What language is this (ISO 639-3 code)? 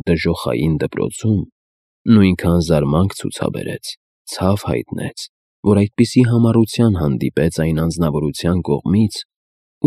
hye